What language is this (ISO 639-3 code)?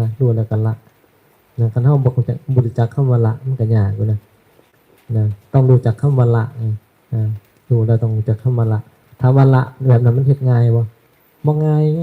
tts